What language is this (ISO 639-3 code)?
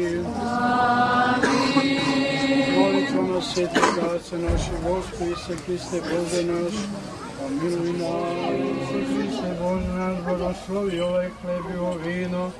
srp